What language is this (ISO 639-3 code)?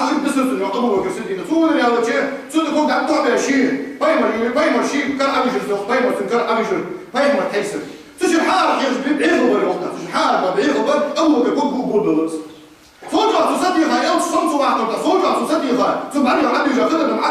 inh